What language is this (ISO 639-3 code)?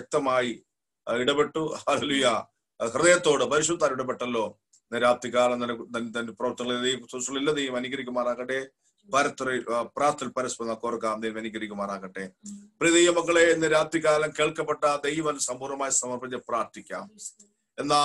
mal